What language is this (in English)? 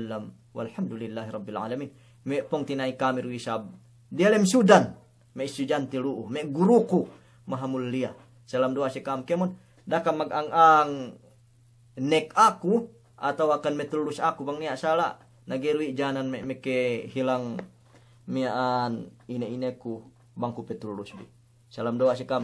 Yakan